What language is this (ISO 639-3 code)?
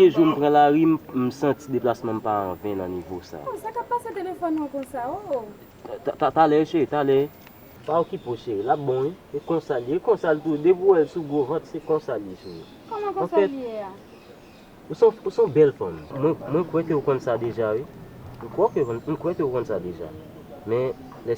hat